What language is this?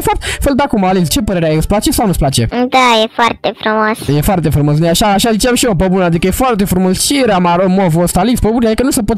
Romanian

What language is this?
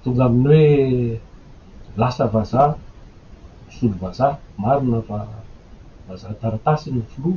Malagasy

